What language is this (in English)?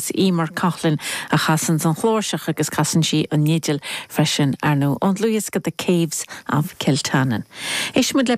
Irish